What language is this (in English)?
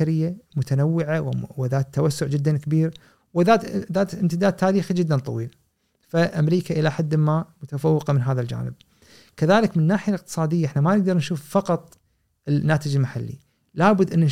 Gulf Arabic